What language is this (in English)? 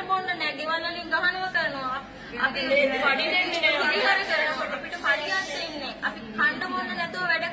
Sinhala